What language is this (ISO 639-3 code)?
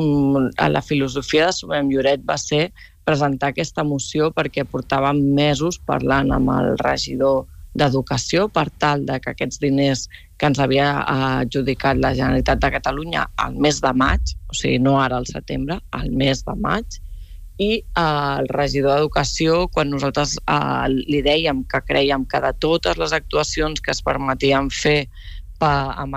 cat